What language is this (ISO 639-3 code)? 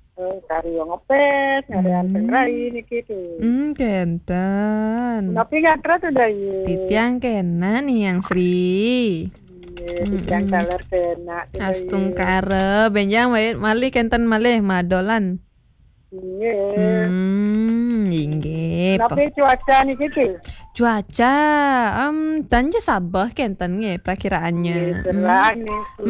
ban